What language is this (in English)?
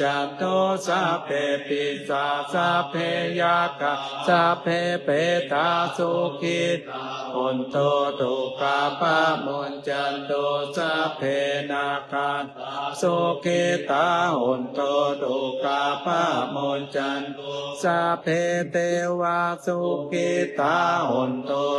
Pali